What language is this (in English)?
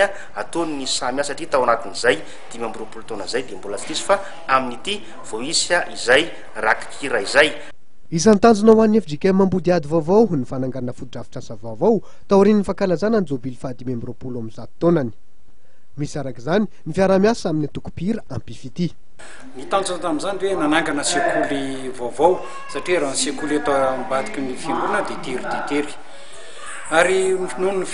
Malagasy